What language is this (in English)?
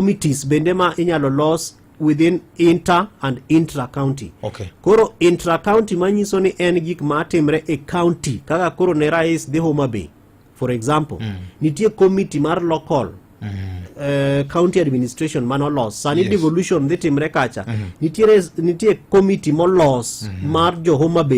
Luo (Kenya and Tanzania)